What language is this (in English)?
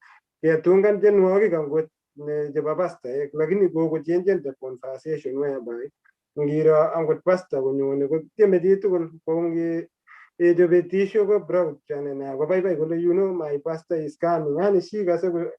Kalenjin